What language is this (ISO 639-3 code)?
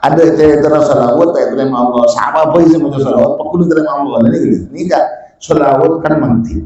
mad